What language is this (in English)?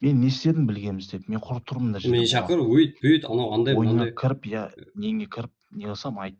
Kara-Kalpak